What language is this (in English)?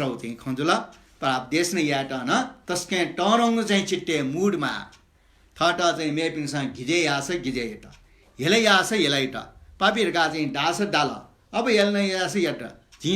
Newari